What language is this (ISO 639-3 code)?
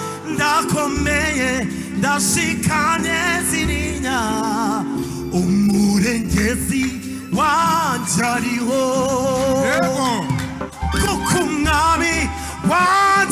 kin